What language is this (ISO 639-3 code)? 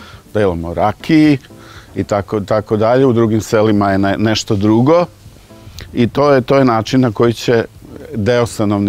srp